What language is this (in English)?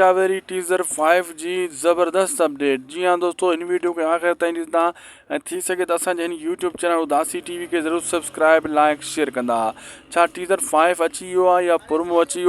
Sindhi